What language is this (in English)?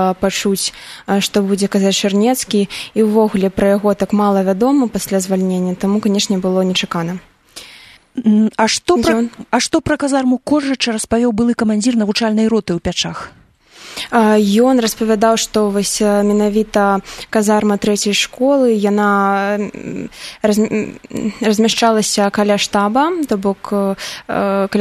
Belarusian